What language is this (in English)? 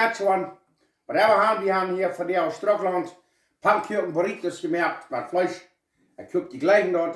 Plautdietsch